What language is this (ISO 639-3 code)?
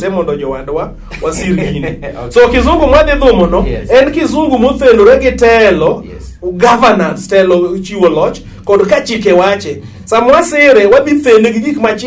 luo